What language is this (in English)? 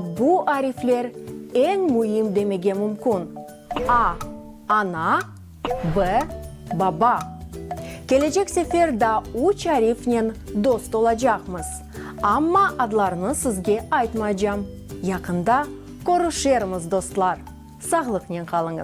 Crimean Tatar